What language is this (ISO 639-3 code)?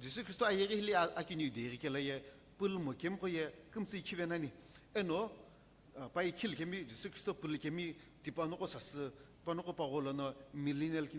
nsm